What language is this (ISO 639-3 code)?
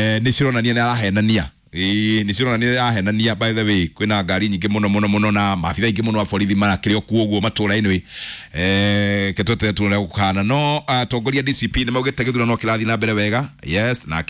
kik